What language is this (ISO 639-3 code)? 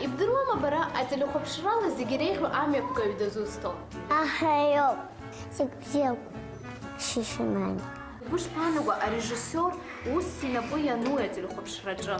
abk